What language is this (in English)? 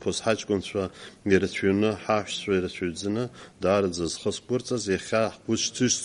Abkhazian